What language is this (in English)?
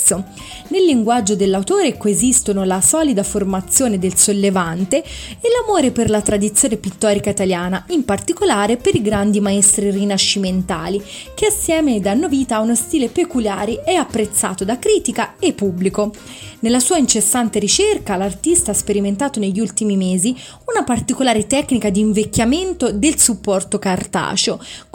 Italian